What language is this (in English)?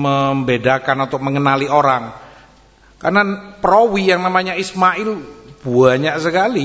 Indonesian